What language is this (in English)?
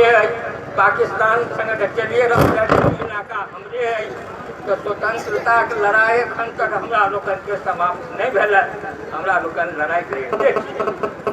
Maithili